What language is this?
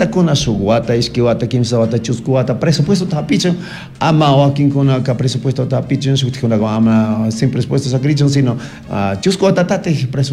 Chimborazo Highland Quichua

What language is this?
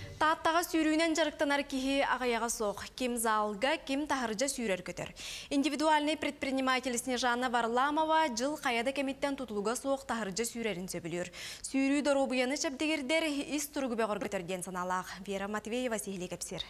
Yakut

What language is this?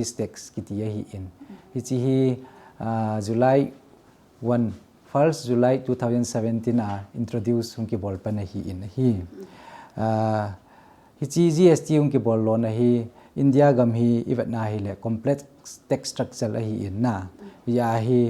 Thado Chin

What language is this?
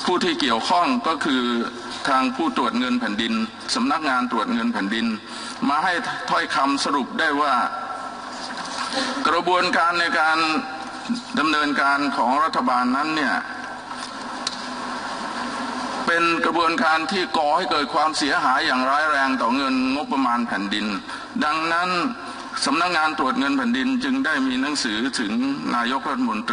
Thai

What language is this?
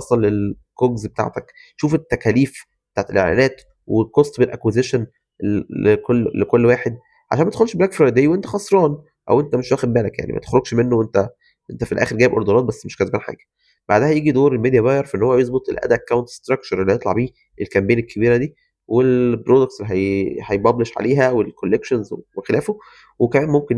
Egyptian Arabic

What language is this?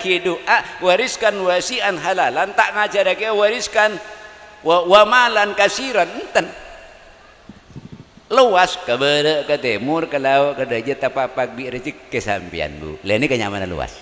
Madurese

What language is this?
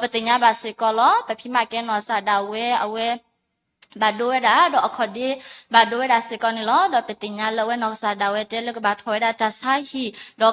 S'gaw Karen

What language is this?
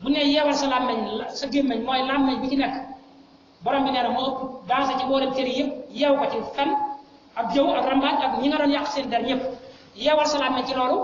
Wolof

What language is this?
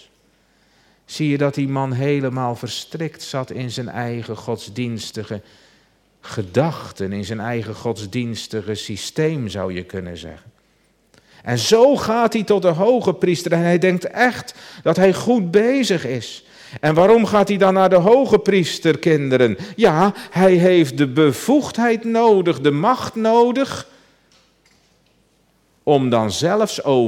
Dutch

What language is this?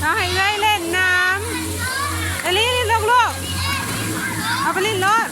Lao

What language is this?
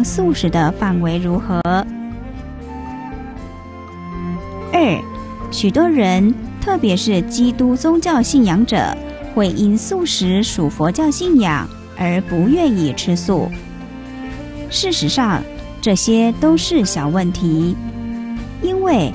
Chinese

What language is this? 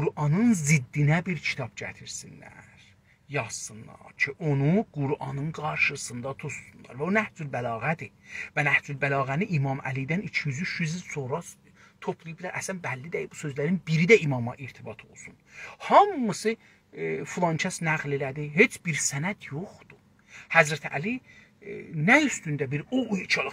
South Azerbaijani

